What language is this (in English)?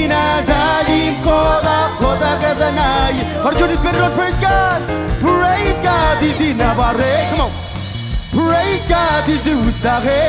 Marshallese